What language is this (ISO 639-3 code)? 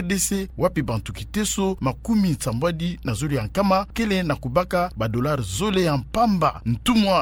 ktu